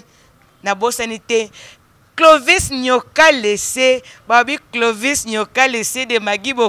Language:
Lingala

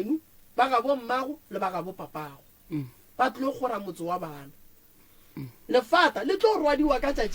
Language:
Northern Sotho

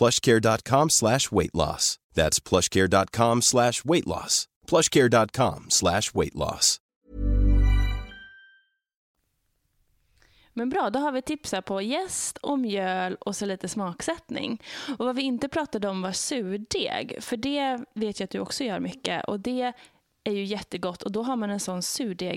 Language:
Swedish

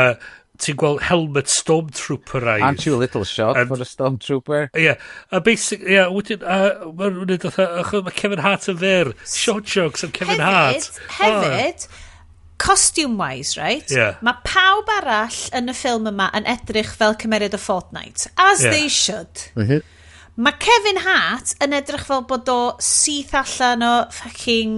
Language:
Welsh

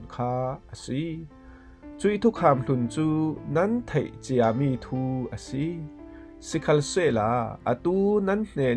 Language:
Falam Chin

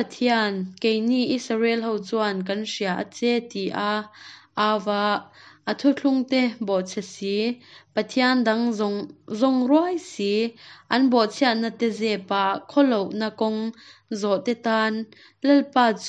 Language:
Hakha Chin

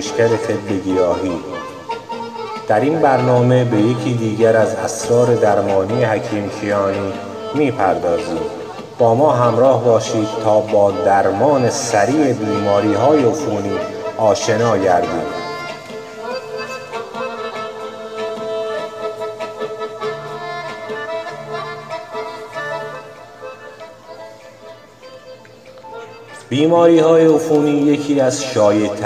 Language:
Persian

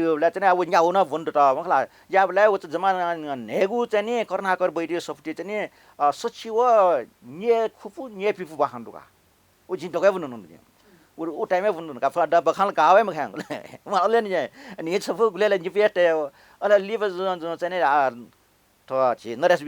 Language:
Newari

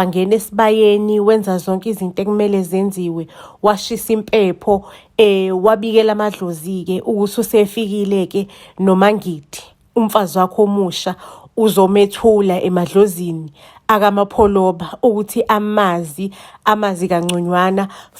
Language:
Zulu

